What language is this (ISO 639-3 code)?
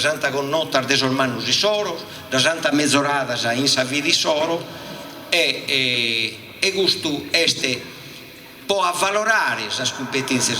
srd